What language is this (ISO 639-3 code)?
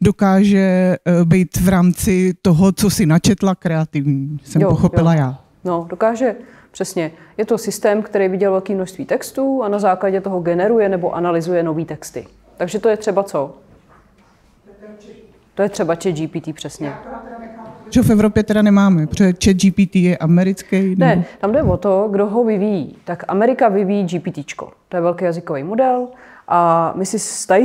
ces